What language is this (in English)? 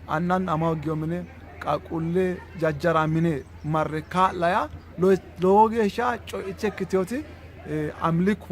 Sidamo